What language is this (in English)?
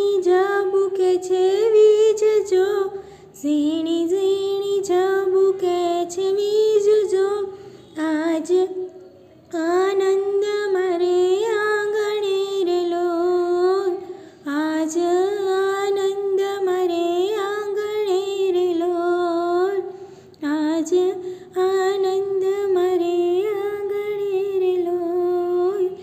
Gujarati